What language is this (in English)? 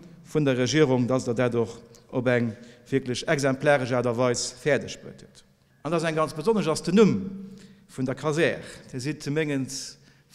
Luxembourgish